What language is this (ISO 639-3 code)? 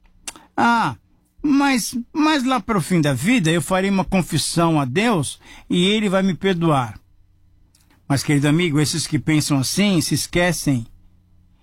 por